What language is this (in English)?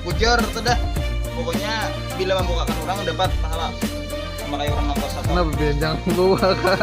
Banjar